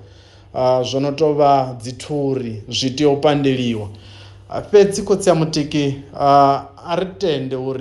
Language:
Venda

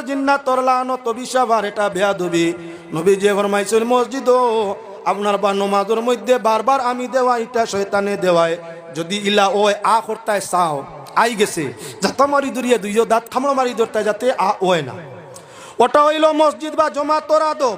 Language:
Sylheti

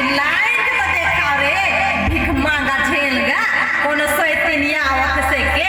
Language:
Sadri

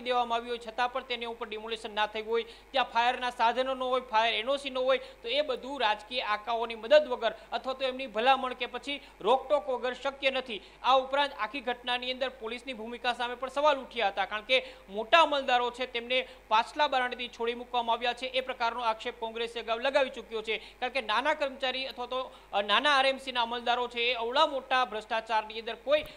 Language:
Gujarati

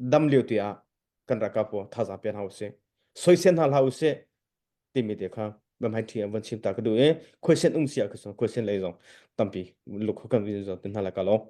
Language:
Hakha Chin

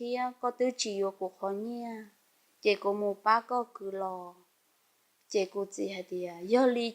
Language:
Hmong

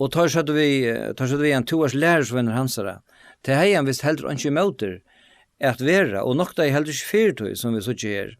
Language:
Faroese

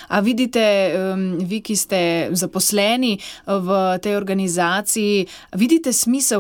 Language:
Slovenian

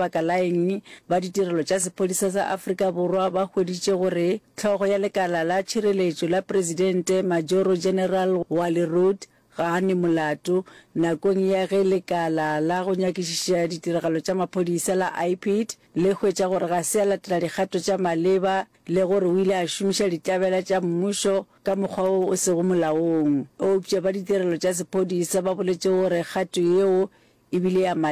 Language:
Northern Sotho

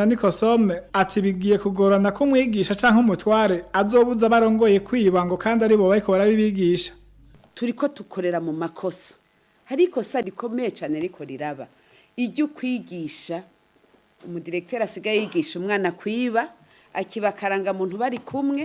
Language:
Rundi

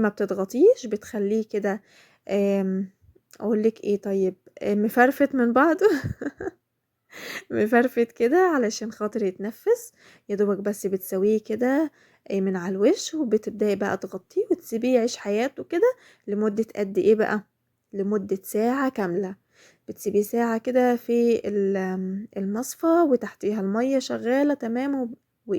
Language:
Egyptian Arabic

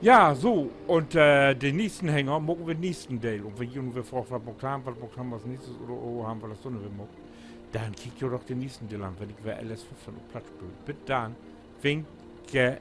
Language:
Low German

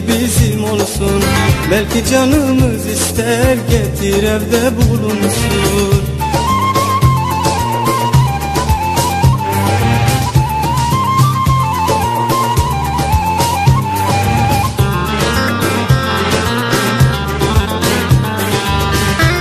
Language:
Turkish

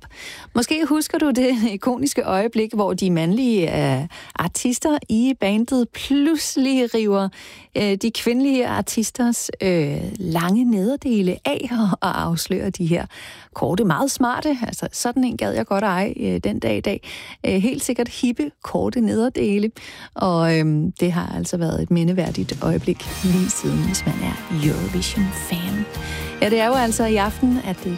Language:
Danish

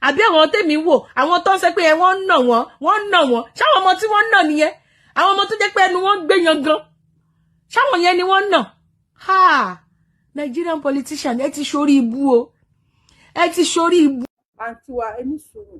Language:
Yoruba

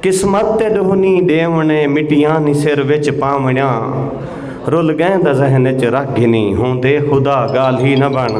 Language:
Saraiki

